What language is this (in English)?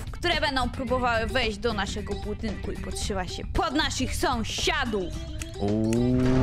Polish